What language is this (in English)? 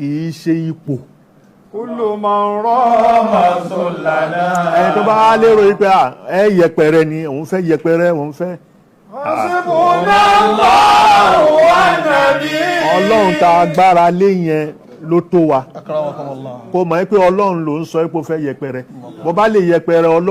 Yoruba